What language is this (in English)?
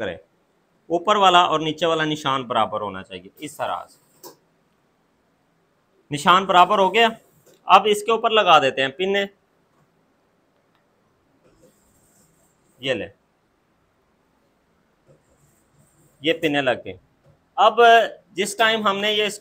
Hindi